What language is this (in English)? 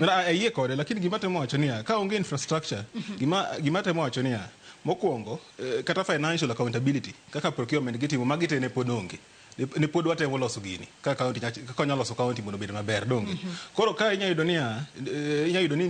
Luo (Kenya and Tanzania)